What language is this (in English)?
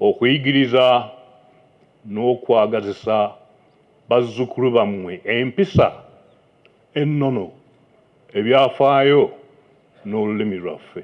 Ganda